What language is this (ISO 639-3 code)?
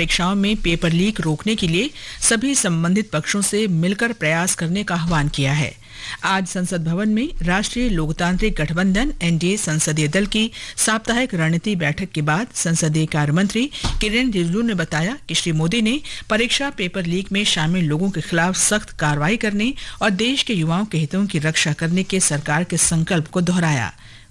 hin